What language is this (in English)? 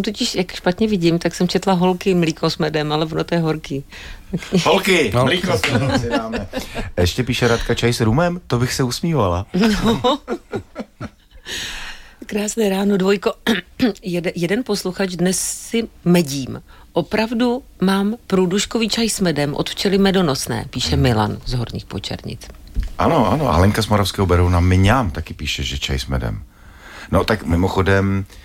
Czech